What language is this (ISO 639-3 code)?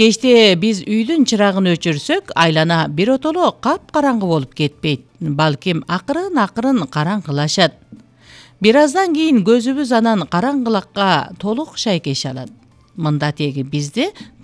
kir